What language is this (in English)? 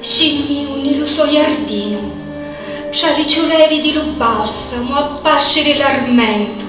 Sicilian